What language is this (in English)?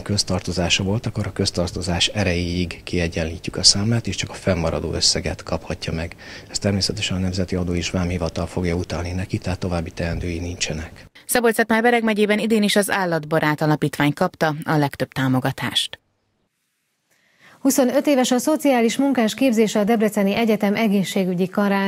Hungarian